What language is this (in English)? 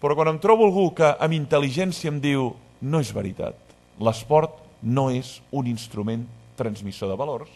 Catalan